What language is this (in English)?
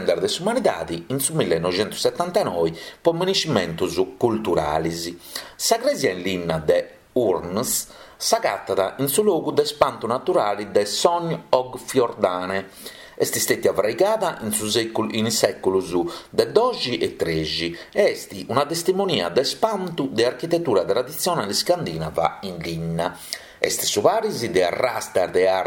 Sardinian